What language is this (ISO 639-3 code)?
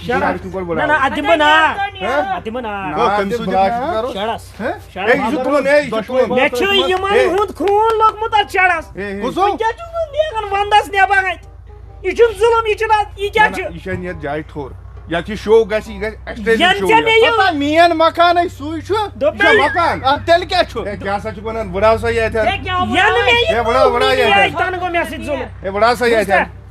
kas